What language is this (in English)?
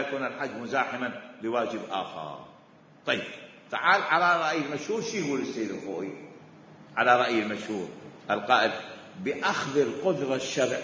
Mesopotamian Arabic